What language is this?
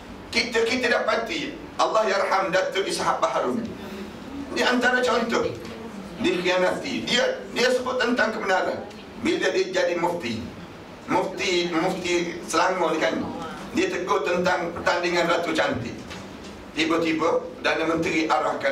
Malay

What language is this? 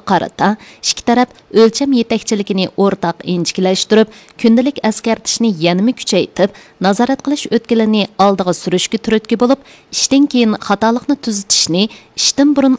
Uyghur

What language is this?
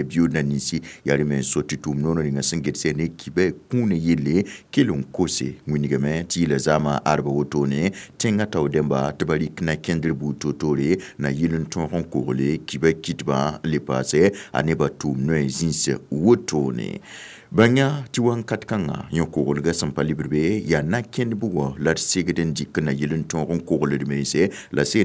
Mossi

